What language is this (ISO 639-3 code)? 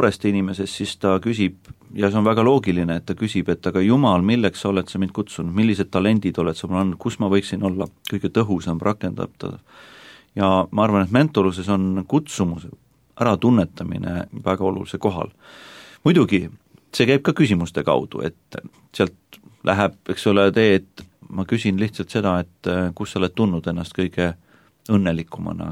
est